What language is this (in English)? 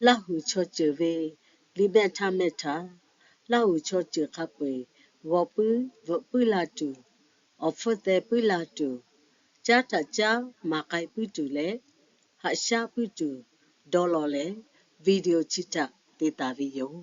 Lahu